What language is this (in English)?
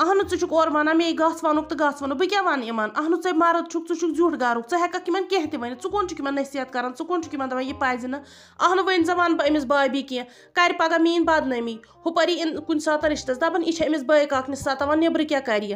Kashmiri